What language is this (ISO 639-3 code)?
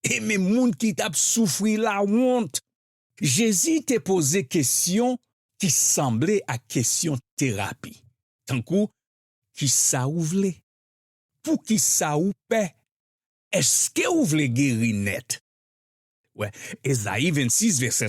hat